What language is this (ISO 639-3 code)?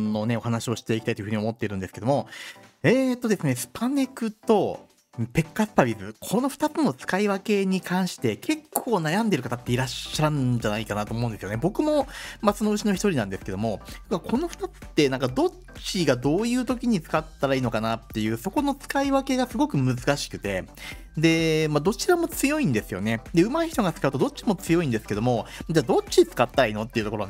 jpn